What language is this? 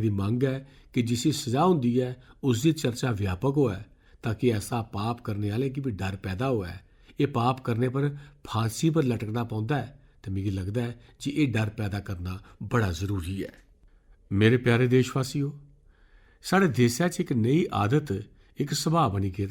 Dogri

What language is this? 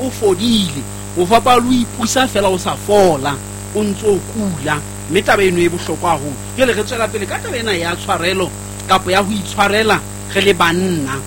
Southern Sotho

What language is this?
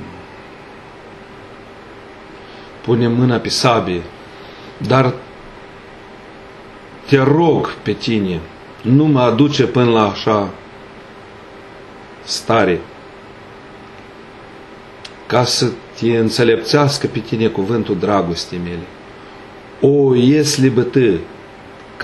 Romanian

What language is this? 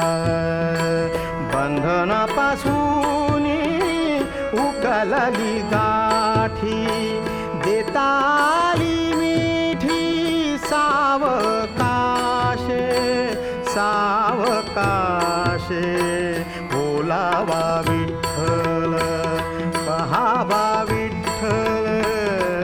Marathi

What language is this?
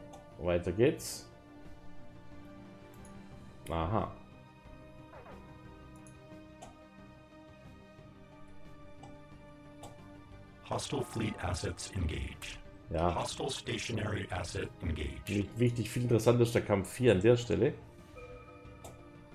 German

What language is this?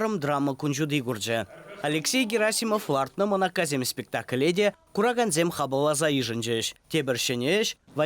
Chuvash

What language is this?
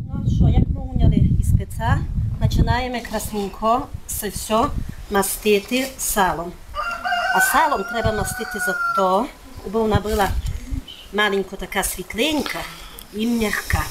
Rusyn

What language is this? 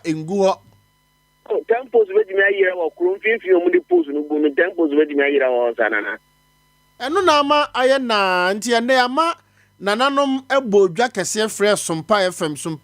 Akan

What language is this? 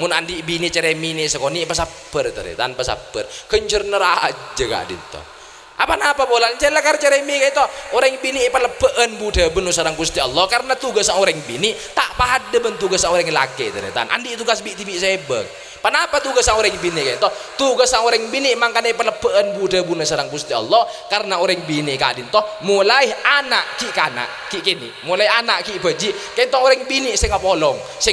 Madurese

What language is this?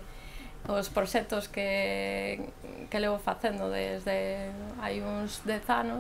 Galician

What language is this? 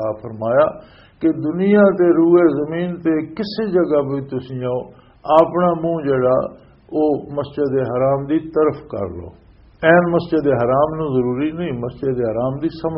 Western Panjabi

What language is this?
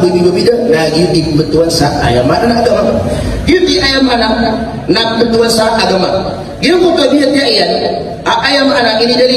Maranao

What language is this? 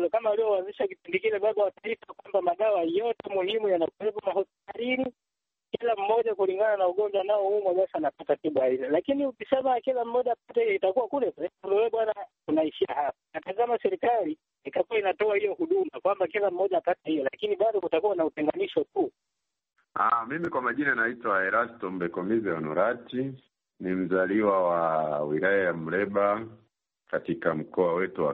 Swahili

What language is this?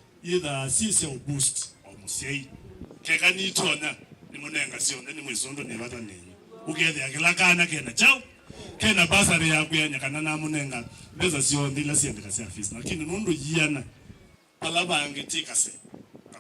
Kamba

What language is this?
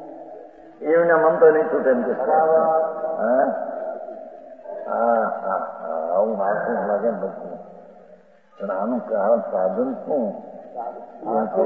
Gujarati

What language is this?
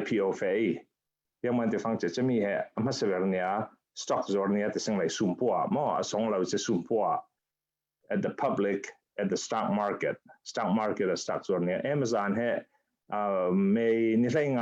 Falam Chin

